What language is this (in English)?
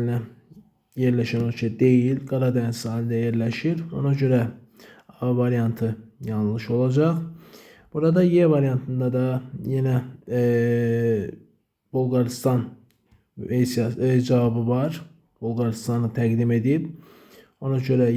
Azerbaijani